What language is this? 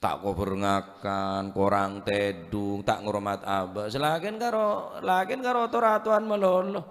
Madurese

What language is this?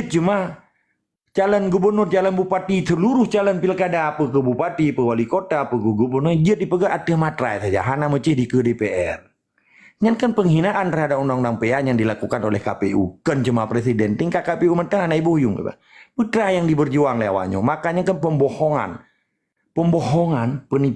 Achinese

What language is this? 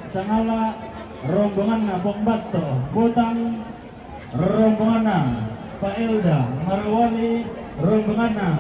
Toraja-Sa'dan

